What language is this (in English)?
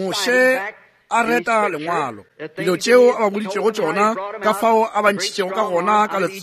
Northern Sotho